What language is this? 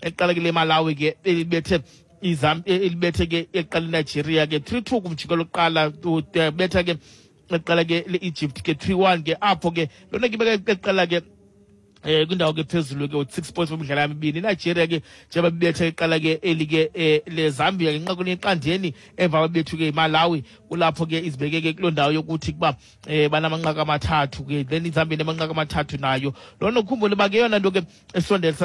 Xhosa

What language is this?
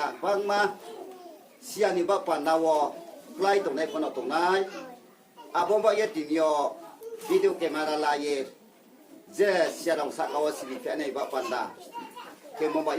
Riang (India)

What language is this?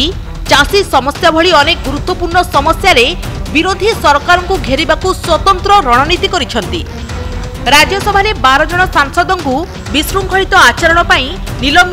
Odia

